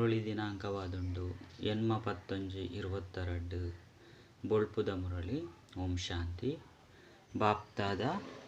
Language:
Tulu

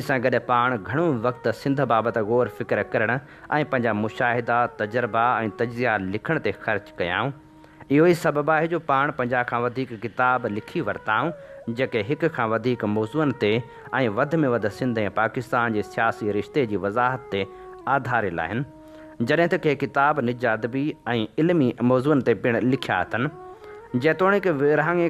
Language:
Sindhi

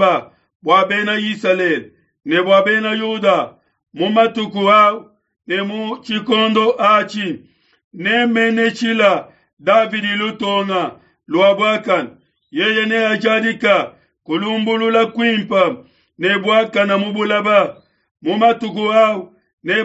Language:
Luba-Lulua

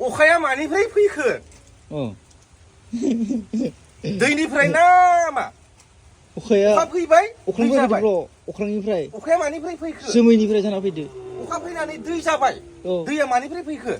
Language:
Bodo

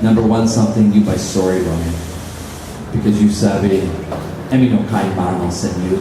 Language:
Tok Pisin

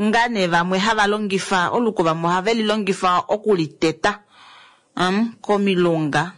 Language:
Kuanyama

